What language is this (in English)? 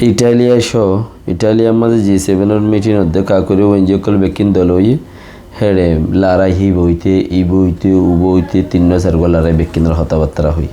Rohingya